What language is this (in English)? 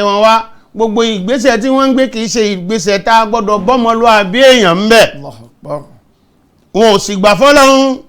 Yoruba